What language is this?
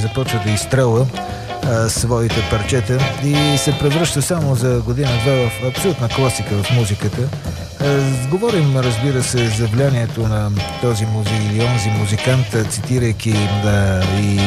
Bulgarian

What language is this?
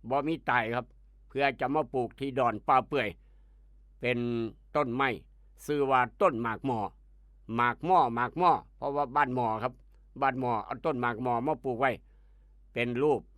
Northeastern Thai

